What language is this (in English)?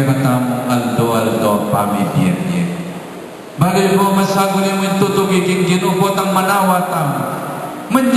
Pampanga